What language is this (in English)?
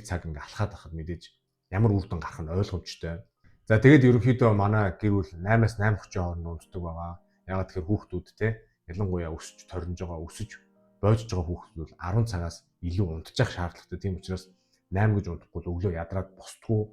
Mongolian